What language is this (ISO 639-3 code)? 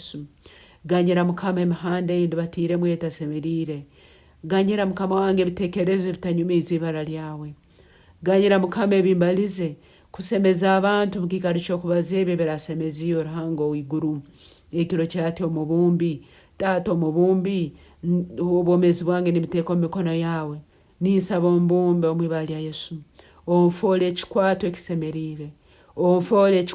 nyn